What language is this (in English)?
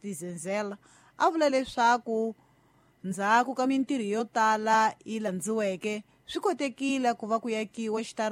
Tsonga